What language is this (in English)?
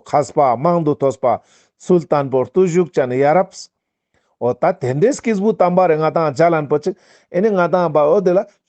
Ladakhi